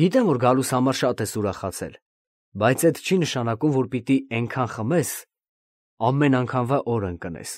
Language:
Armenian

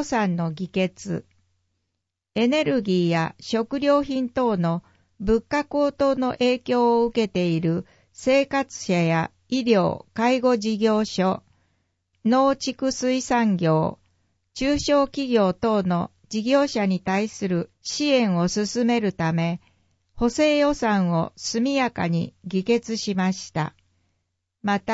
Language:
Japanese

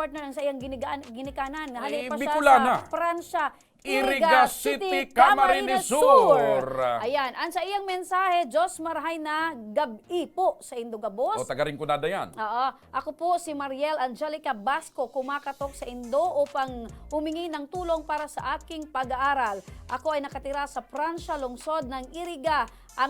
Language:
Bikol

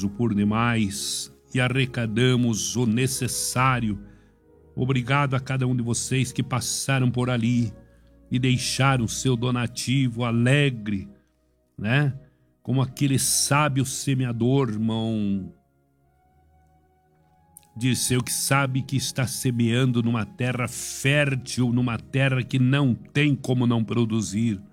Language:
Portuguese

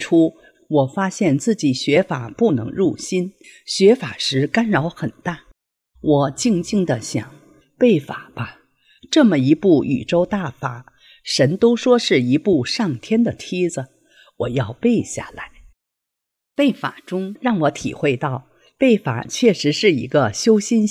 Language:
Chinese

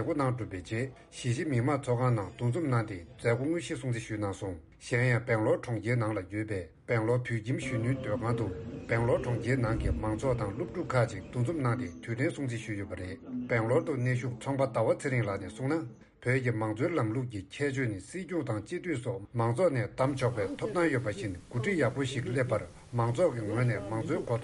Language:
Tibetan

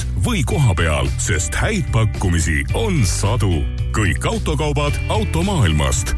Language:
Estonian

